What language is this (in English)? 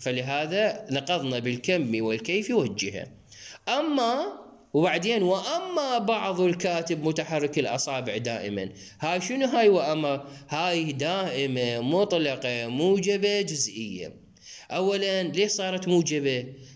Mesopotamian Arabic